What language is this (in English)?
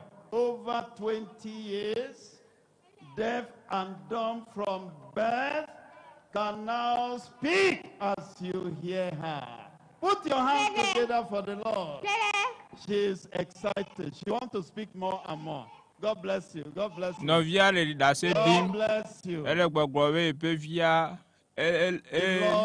Ewe